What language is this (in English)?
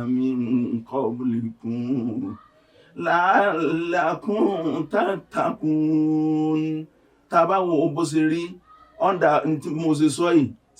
Yoruba